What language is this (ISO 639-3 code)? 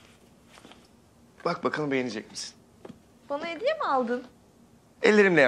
tur